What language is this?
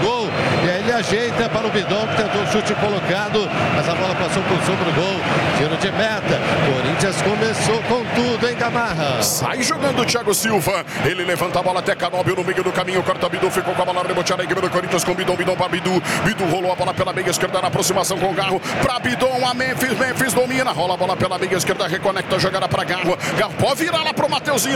Portuguese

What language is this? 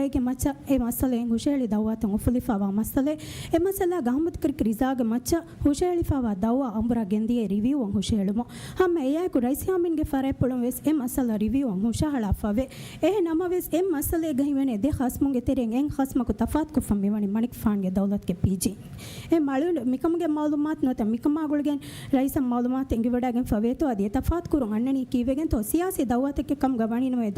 Divehi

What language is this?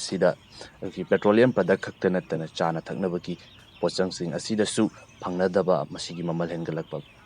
Manipuri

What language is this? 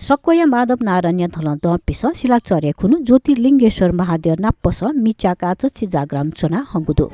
Newari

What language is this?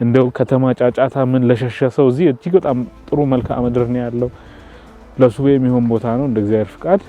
Amharic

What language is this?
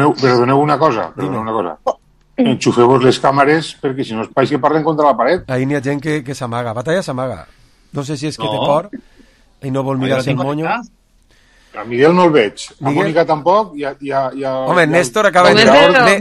Catalan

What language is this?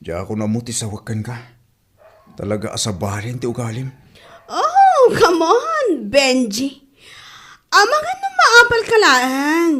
Iloko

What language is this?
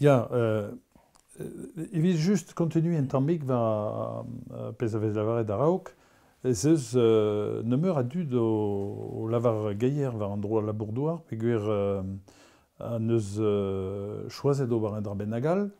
Breton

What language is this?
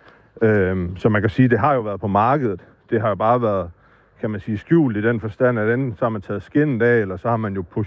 Danish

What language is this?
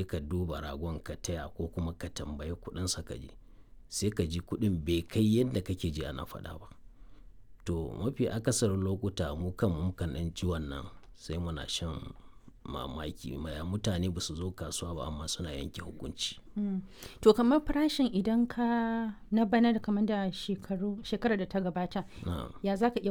Hausa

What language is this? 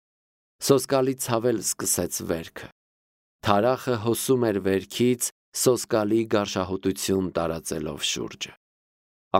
Armenian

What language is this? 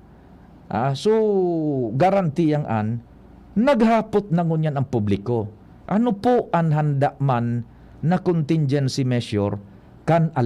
Bikol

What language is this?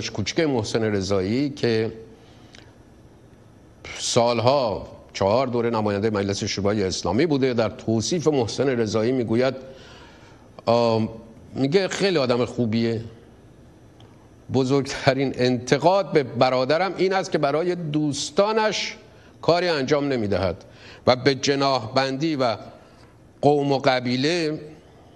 Persian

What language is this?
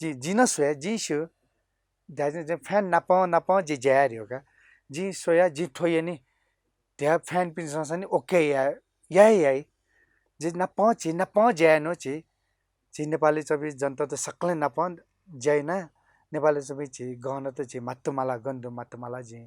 Newari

